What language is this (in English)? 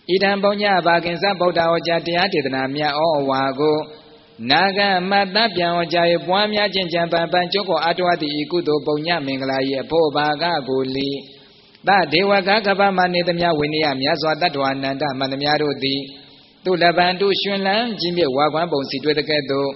Burmese